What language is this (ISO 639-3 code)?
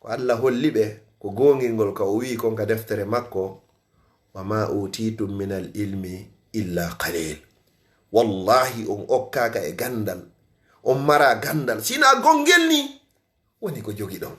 ful